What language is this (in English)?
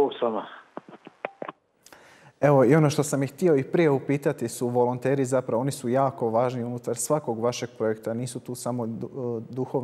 Croatian